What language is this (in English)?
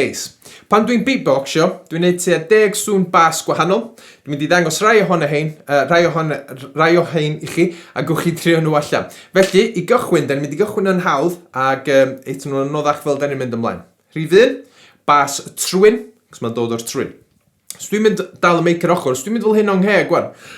Welsh